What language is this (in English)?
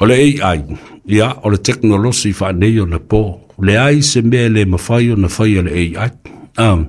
Samoan